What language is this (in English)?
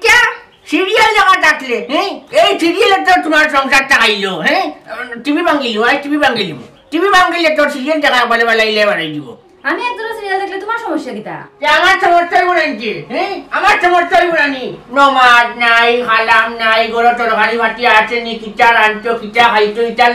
Sylheti